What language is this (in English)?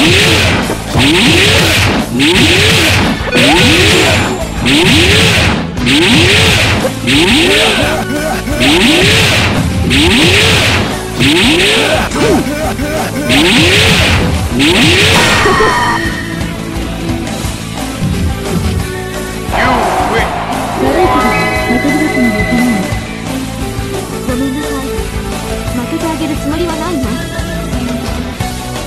Japanese